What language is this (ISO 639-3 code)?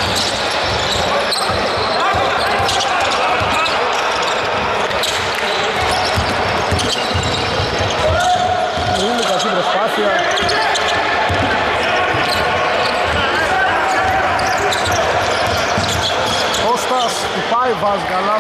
ell